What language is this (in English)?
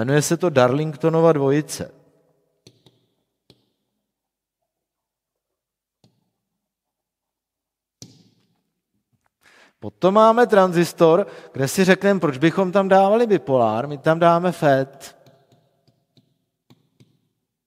Czech